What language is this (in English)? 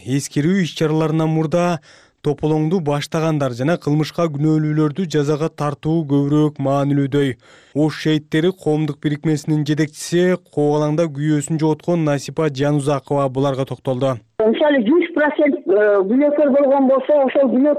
Kyrgyz